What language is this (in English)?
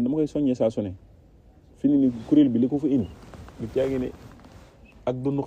Wolof